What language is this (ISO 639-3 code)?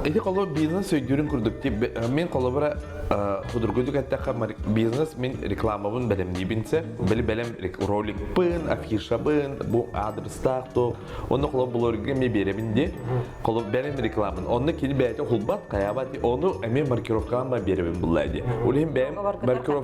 sah